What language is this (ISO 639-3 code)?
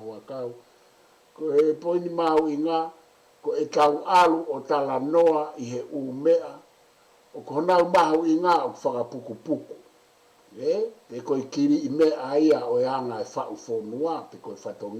ton